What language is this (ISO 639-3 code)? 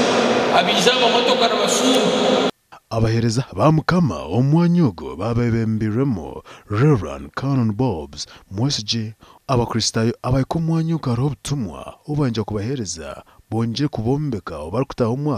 nyn